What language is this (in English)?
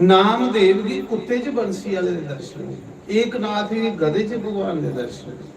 Dogri